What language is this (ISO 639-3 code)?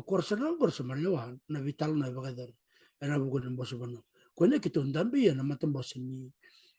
fij